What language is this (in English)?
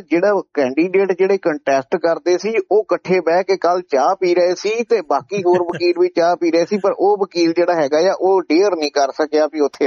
Punjabi